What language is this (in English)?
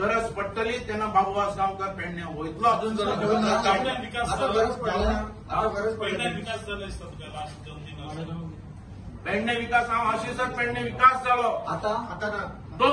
Konkani